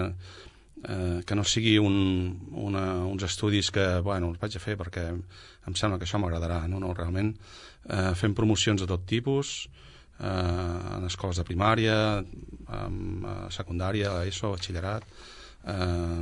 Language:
Catalan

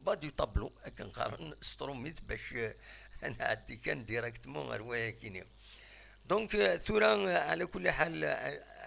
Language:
Kabyle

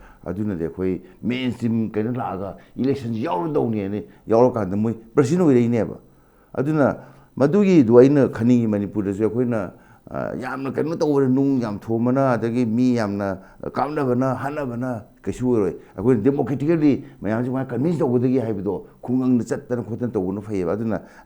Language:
Manipuri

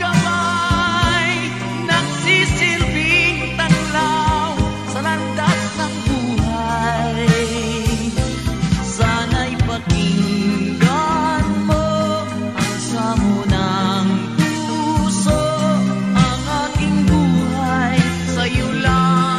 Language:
Filipino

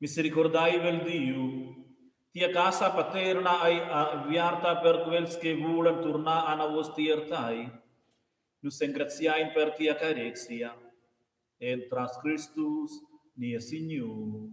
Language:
Romansh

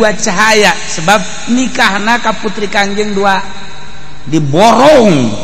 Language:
Sundanese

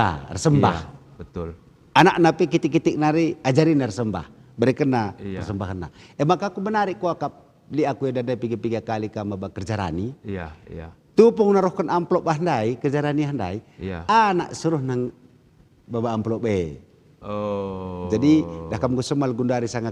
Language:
Batak Karo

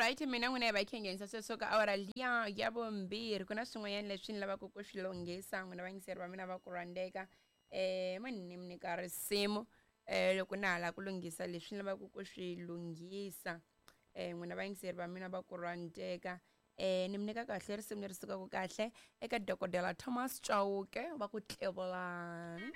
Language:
Tsonga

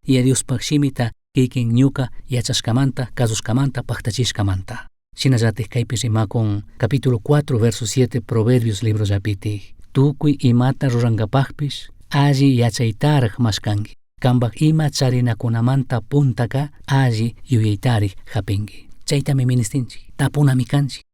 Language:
Chimborazo Highland Quichua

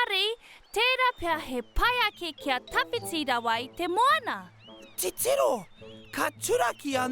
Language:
Māori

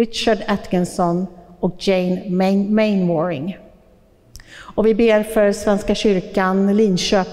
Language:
Swedish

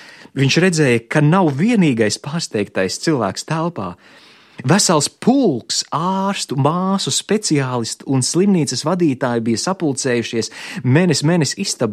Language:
Latvian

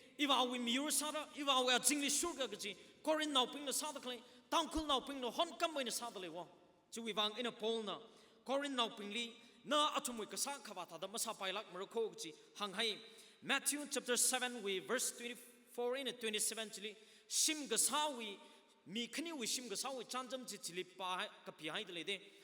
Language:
Tangkhul Naga (India)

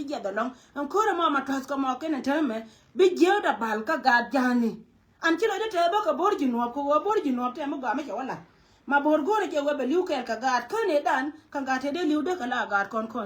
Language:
Nuer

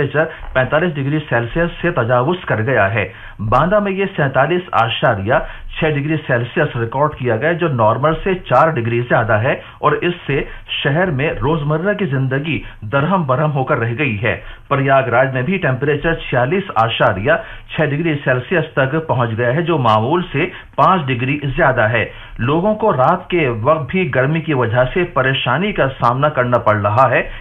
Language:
Urdu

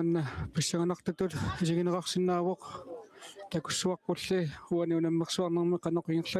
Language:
Kalaallisut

